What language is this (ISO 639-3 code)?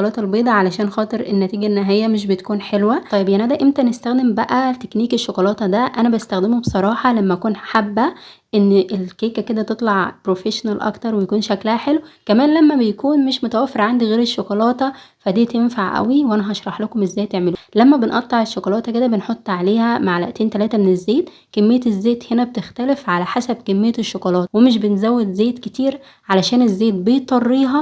arz